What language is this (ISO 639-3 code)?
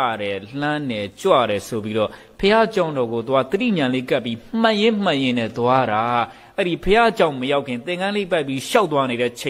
mya